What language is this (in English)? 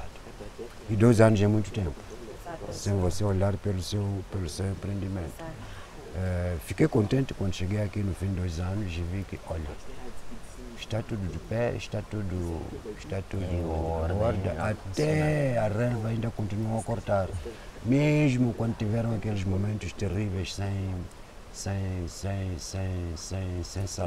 Portuguese